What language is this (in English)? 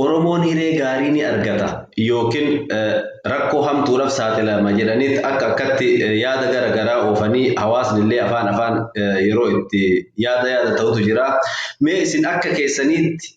Oromo